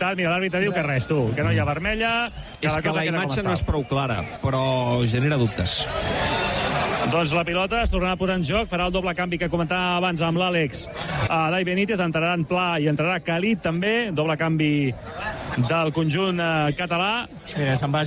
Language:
Catalan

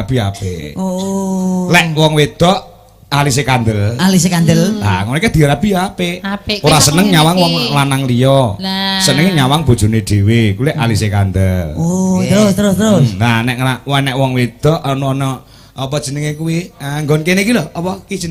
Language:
Javanese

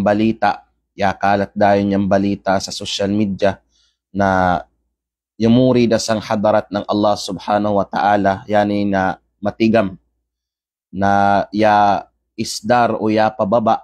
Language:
Kalagan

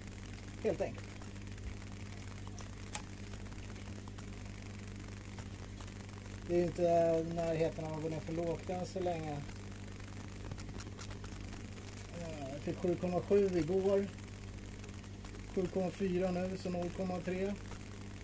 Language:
Swedish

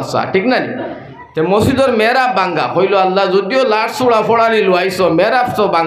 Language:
Sylheti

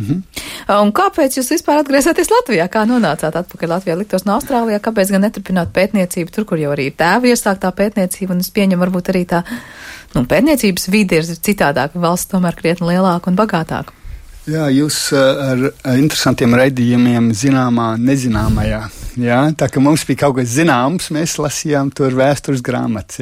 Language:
Latvian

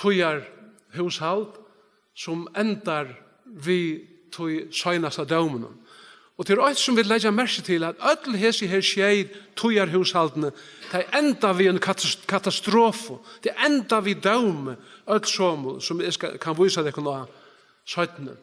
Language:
Faroese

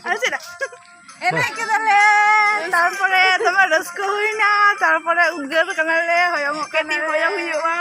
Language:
Santali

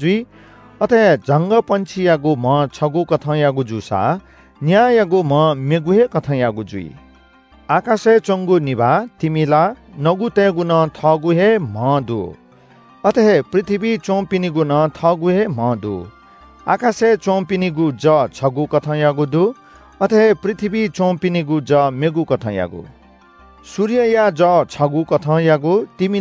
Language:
Newari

